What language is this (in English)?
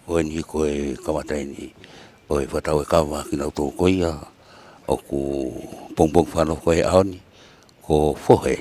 Tongan